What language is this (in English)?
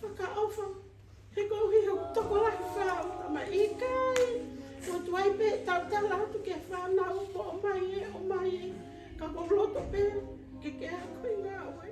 Tongan